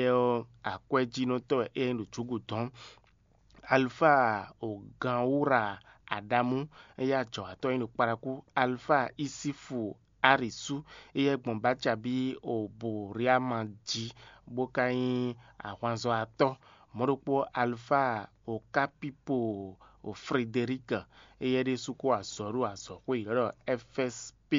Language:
Fon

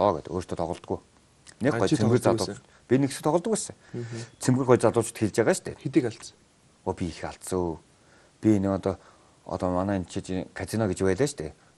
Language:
Mongolian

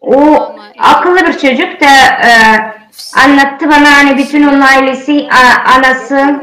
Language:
Gagauz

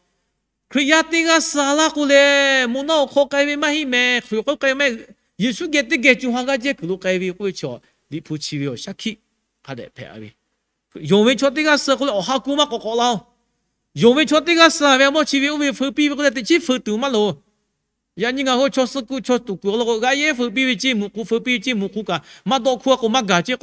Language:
Lahu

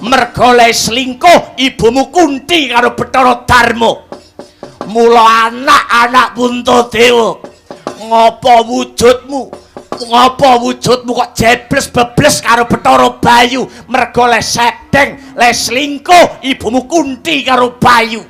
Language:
Javanese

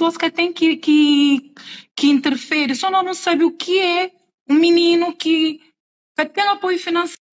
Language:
Kabuverdianu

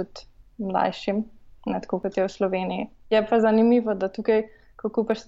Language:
Slovenian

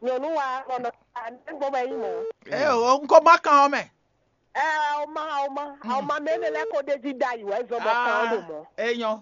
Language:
Fon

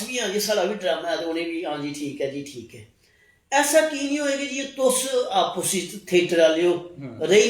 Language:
Dogri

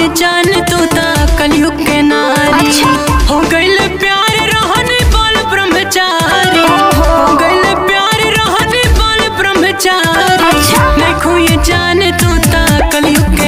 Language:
Bhojpuri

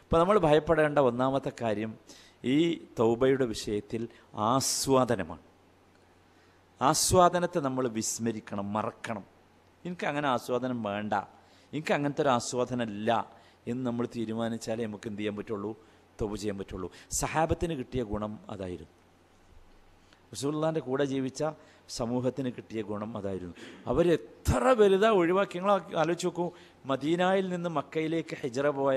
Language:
Malayalam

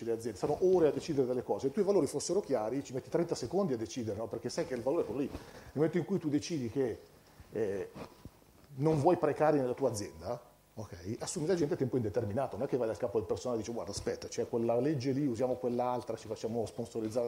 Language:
Italian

